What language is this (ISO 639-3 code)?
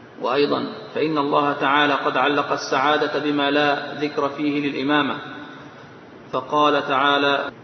ara